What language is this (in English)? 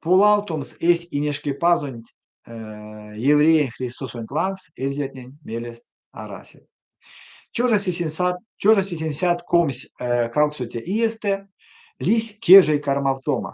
Erzya